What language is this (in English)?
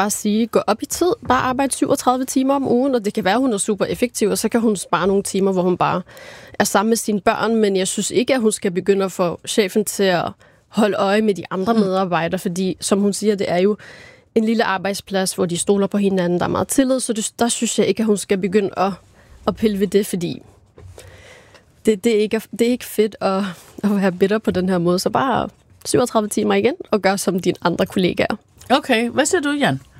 Danish